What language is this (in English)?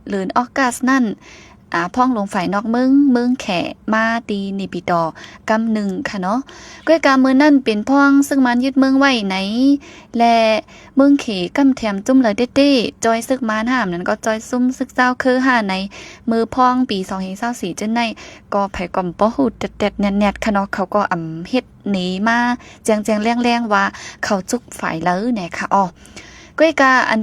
Shan